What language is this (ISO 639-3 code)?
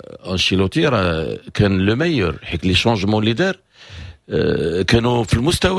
ary